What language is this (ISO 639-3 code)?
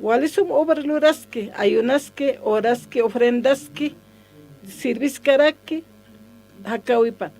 aym